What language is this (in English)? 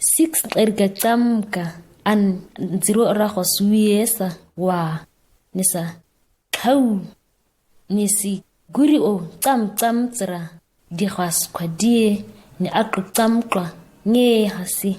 ǁGana